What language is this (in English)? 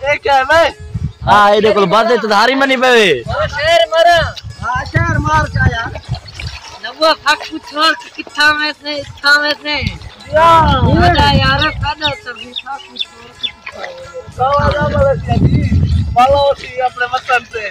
Saraiki